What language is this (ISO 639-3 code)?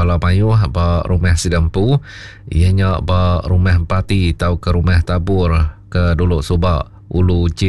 iba